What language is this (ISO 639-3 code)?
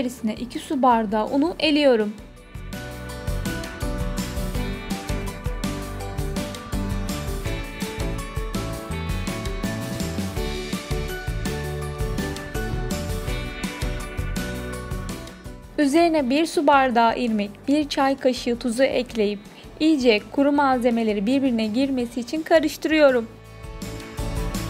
tur